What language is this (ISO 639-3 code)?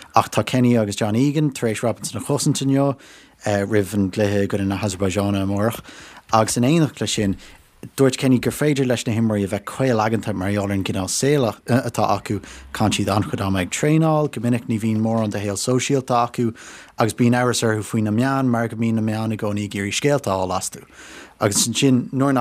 gle